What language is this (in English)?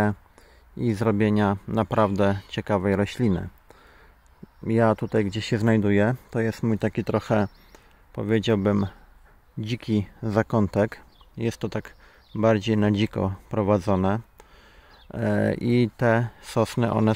Polish